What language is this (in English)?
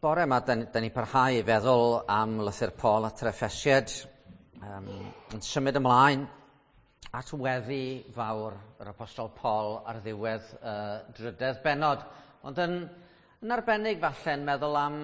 Welsh